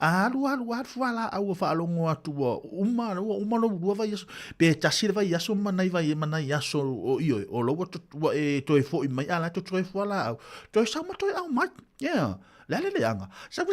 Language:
Samoan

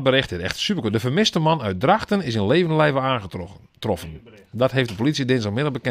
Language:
Western Frisian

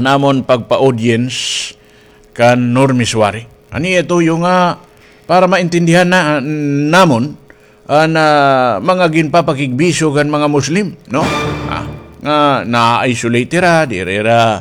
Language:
Waray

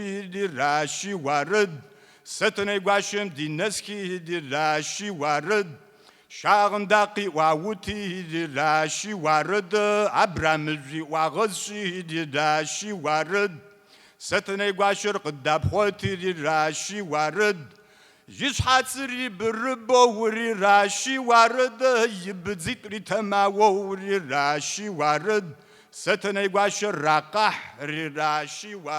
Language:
Kabardian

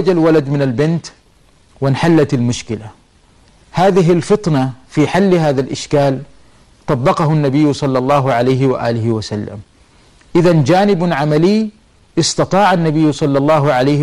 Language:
Arabic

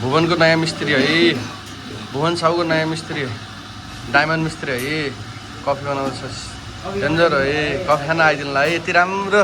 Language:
Nepali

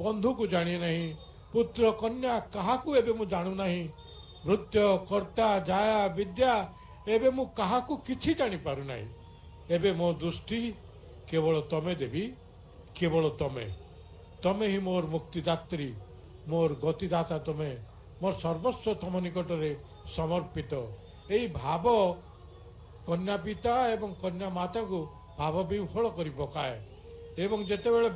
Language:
Odia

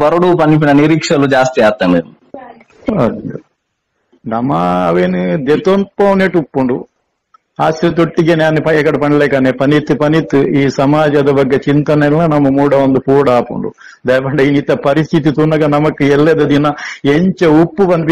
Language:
Tulu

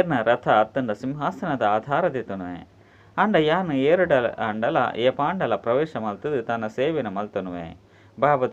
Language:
Tulu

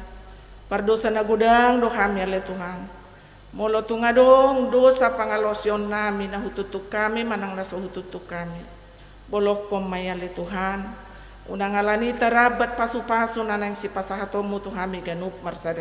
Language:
Batak Toba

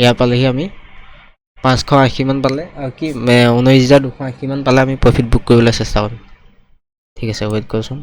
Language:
Assamese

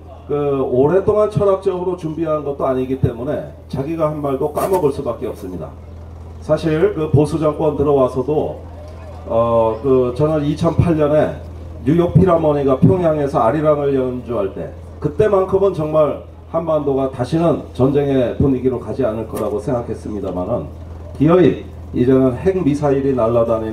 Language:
Korean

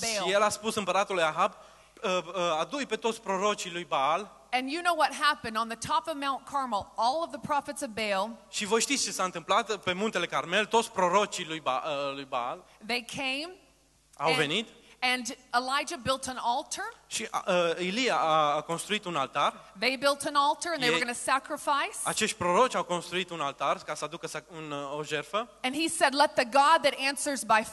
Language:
Romanian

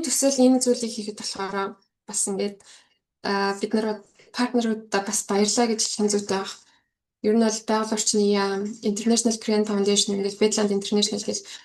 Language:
Mongolian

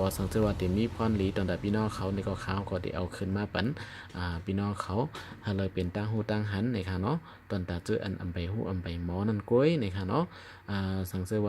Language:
Shan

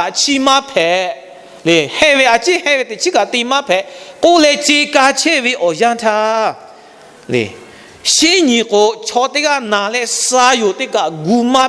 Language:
Lahu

